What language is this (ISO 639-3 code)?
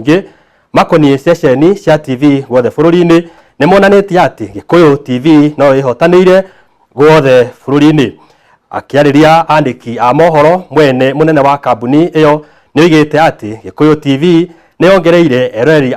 kik